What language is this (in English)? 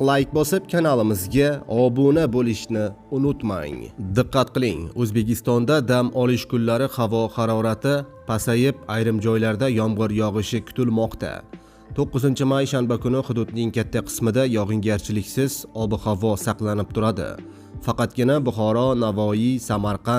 Uzbek